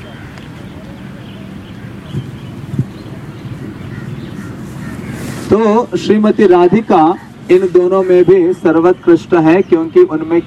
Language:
Hindi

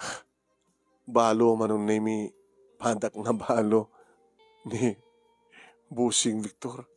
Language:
Iloko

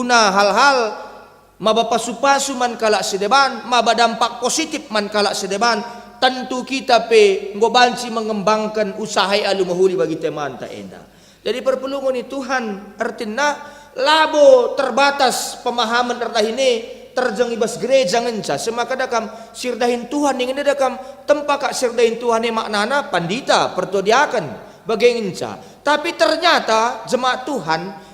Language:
Batak Karo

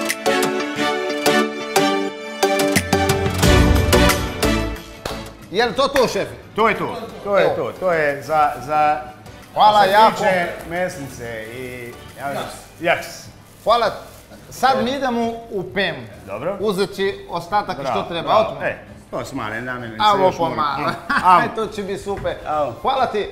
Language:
Croatian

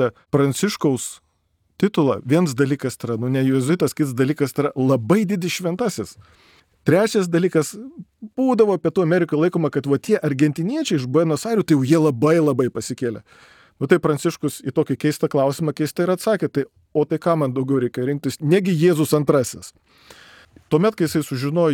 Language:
Lithuanian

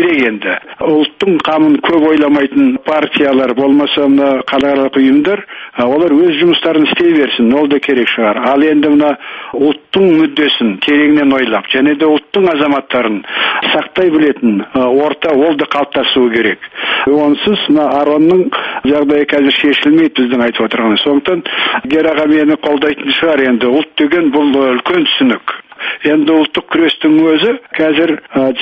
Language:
Kazakh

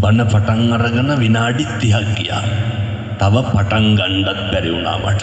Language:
Sinhala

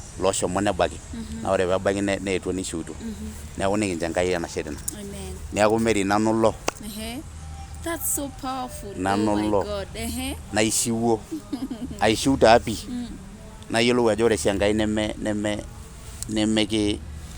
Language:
Masai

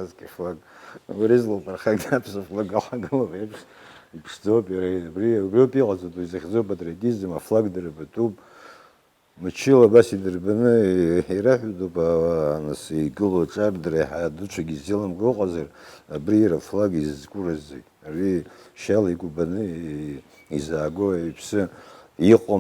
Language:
Abkhazian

